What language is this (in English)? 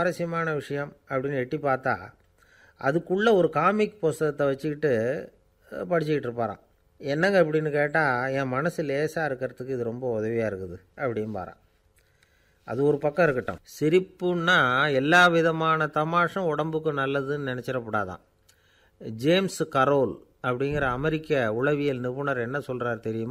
Tamil